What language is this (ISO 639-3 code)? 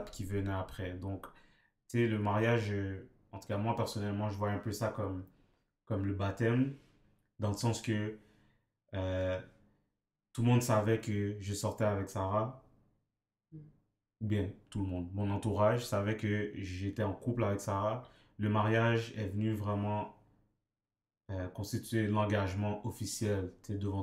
fra